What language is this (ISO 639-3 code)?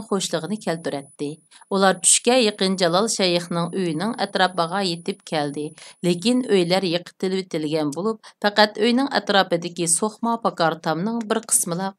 uig